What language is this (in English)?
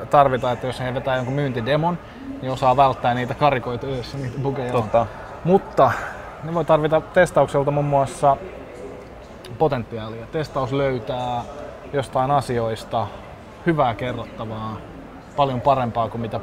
Finnish